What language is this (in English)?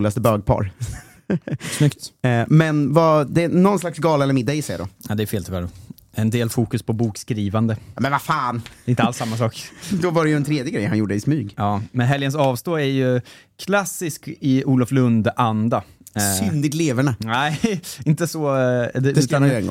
Swedish